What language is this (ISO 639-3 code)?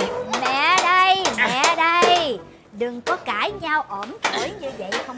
vie